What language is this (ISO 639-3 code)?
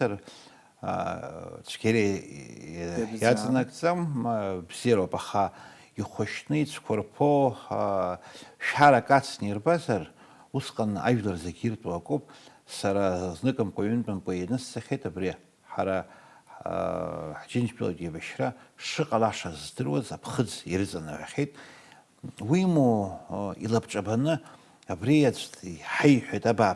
abk